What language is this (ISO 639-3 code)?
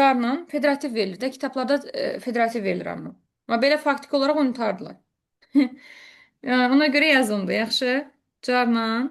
aze